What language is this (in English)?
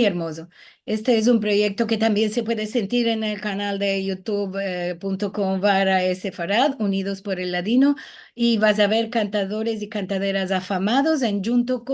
Ladino